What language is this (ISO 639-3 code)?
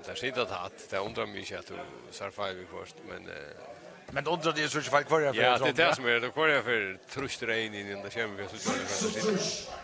fao